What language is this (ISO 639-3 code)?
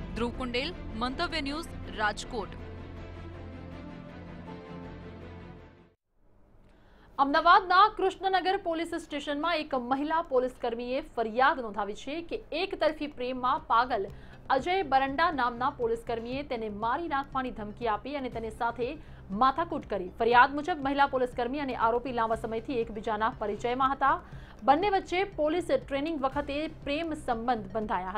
guj